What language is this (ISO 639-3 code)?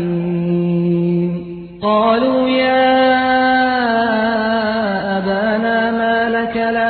ara